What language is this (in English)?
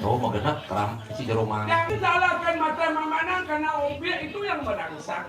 Balinese